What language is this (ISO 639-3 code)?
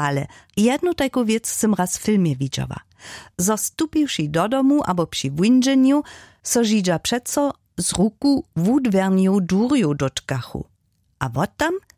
hsb